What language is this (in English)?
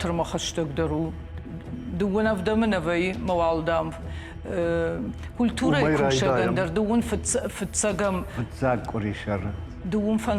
Ossetic